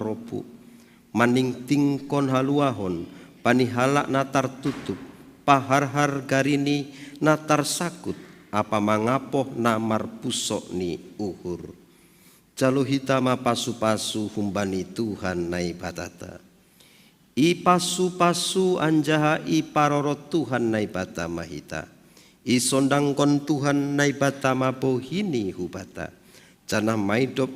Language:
Batak Simalungun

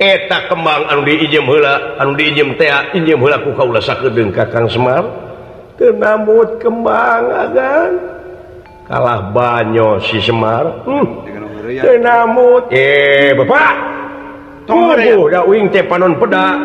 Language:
Sundanese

